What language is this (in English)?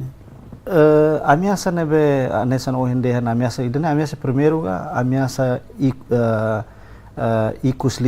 Tetum